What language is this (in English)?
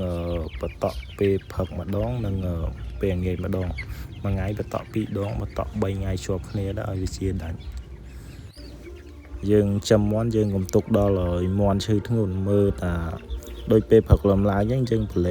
Khmer